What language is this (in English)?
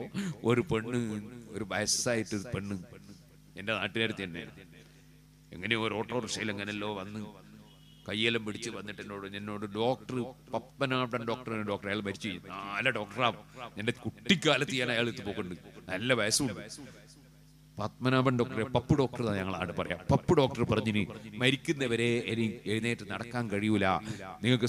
Malayalam